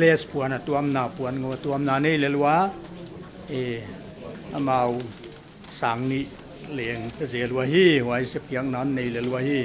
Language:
Paite Chin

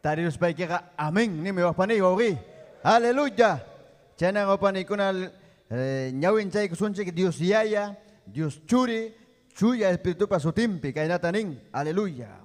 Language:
Ayacucho Quechua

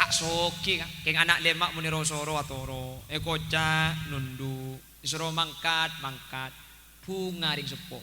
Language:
Madurese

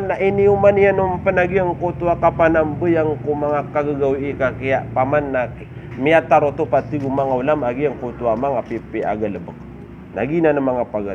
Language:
Maranao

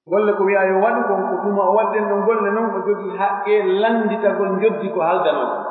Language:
Pular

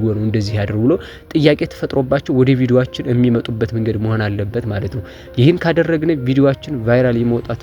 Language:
Amharic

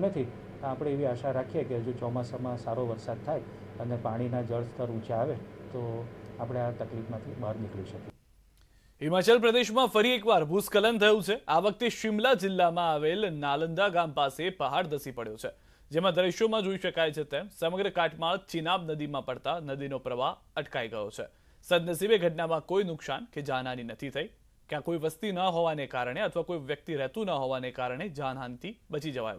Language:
Gujarati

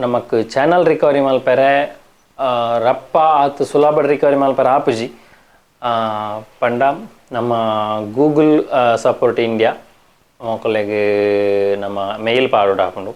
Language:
Tulu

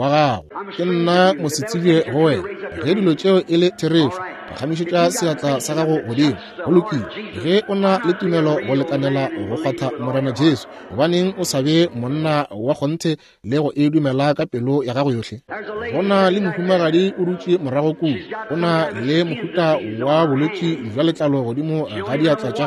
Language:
Northern Sotho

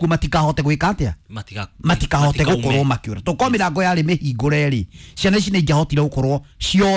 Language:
Kikuyu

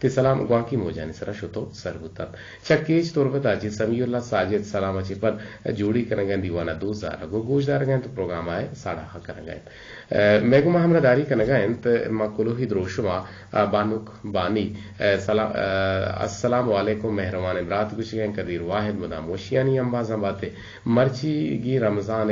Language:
Eastern Balochi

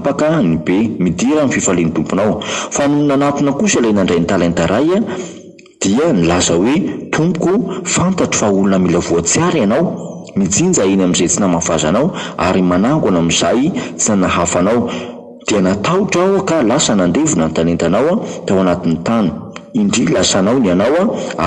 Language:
Malagasy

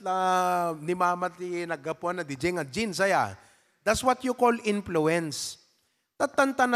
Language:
Iloko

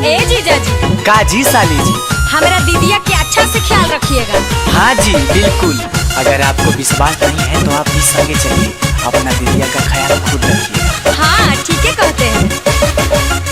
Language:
Magahi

